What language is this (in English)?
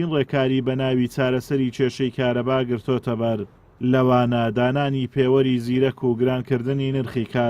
Central Kurdish